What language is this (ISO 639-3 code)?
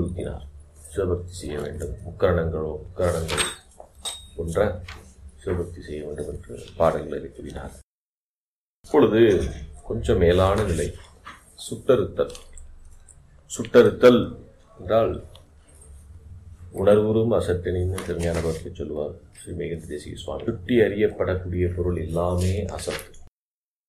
tam